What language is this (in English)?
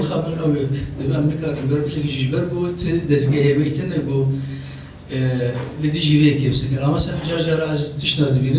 Kurdish